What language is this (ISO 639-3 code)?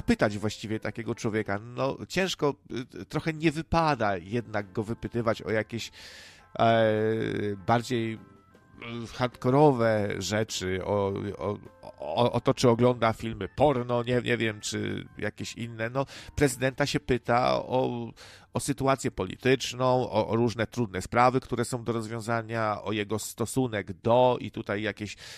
pol